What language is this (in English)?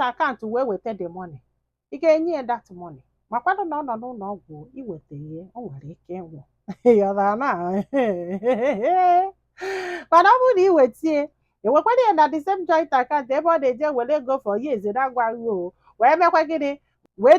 Igbo